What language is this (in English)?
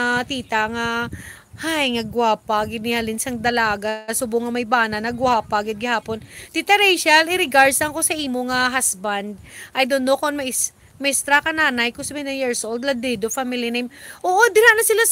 Hiligaynon